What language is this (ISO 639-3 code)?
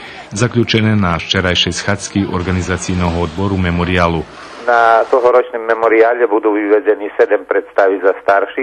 rue